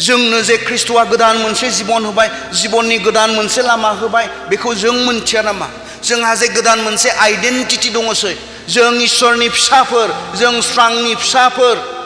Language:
Bodo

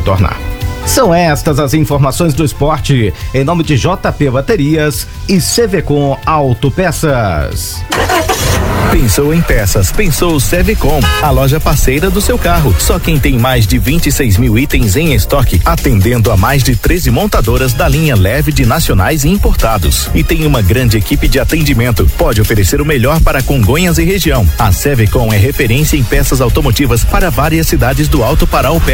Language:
Portuguese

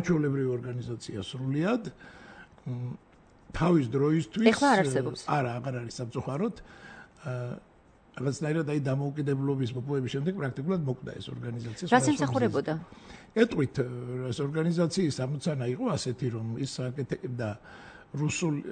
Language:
Georgian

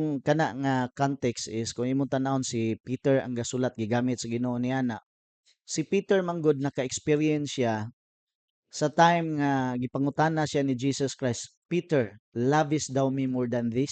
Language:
Cebuano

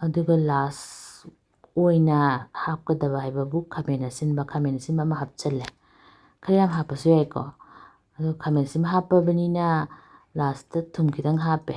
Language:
Manipuri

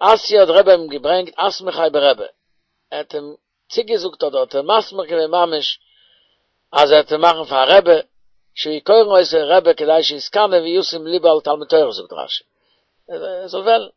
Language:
Yiddish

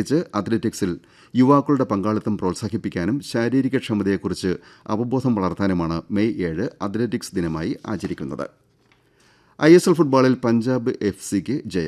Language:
Malayalam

